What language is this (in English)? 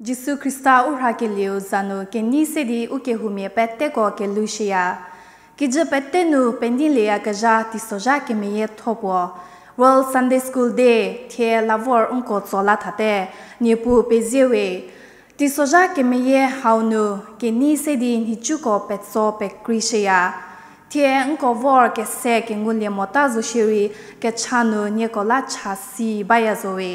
Angami Naga